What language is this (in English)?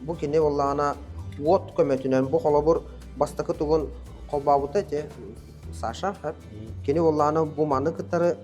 Yakut